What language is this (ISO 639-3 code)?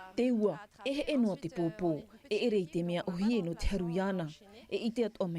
tah